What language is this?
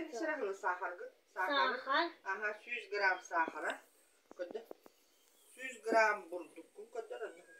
Yakut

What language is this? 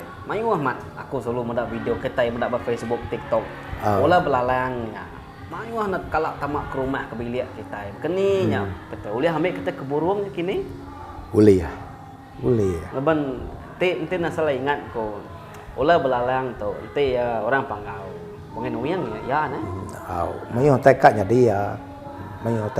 Iban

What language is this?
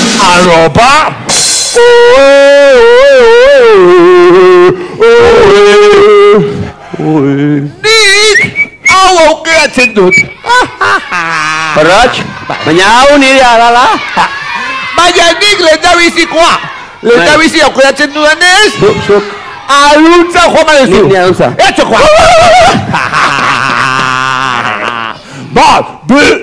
Basque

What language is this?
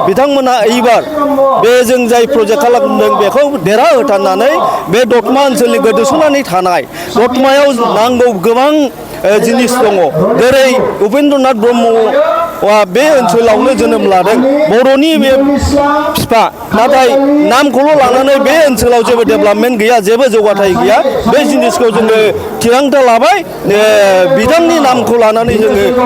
Bodo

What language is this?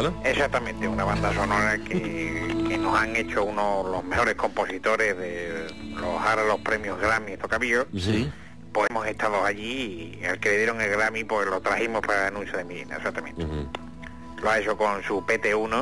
Spanish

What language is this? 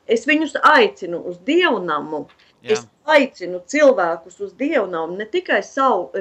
Latvian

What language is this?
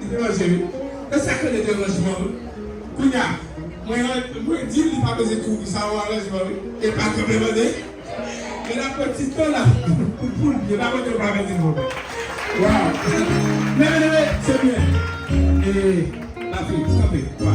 Haitian Creole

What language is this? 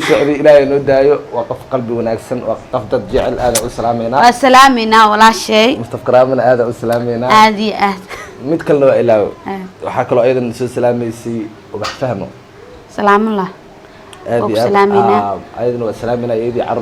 Somali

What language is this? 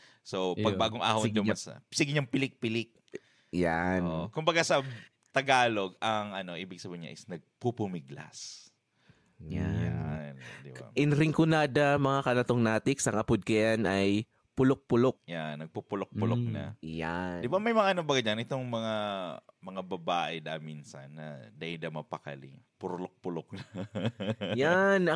Bikol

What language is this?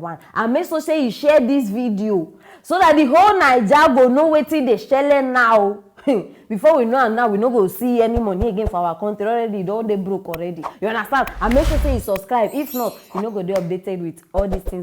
Nigerian Pidgin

